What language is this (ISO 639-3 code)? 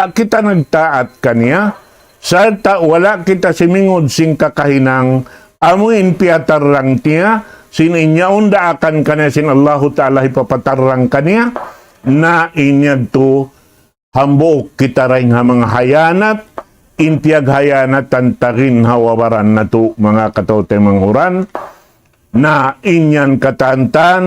tsg